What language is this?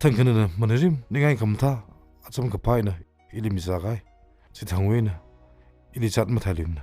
Tangkhul Naga (India)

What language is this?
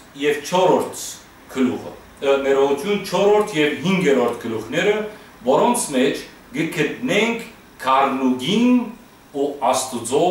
Western Armenian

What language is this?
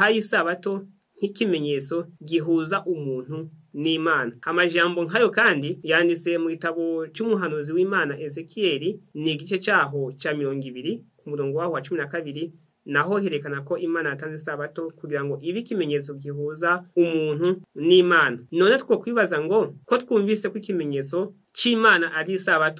Rundi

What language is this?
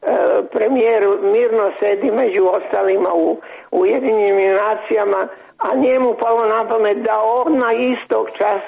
Serbian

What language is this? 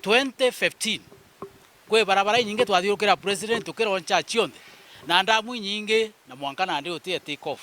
Meru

